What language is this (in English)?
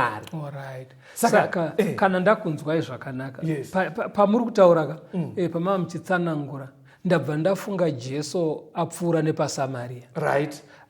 Shona